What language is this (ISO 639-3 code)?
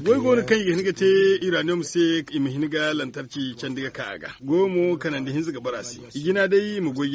dje